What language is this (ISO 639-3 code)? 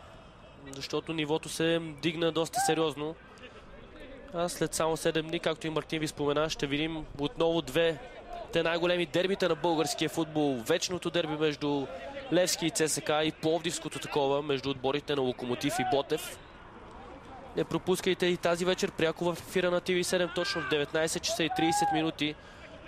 bul